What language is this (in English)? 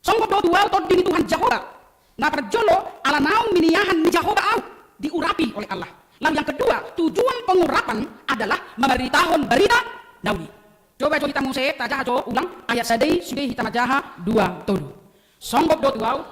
Batak Toba